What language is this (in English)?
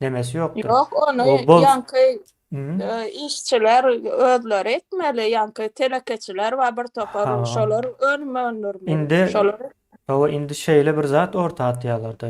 Turkmen